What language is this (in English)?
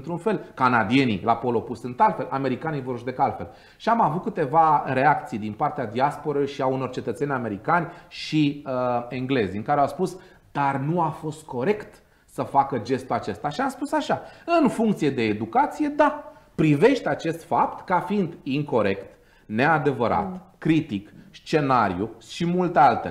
Romanian